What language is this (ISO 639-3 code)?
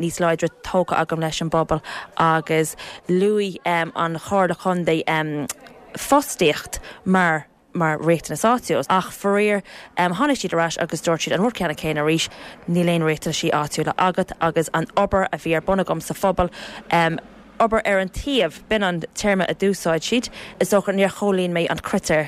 gle